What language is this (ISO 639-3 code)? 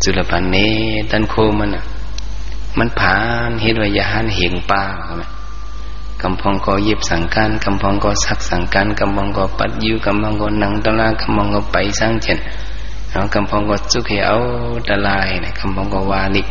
shn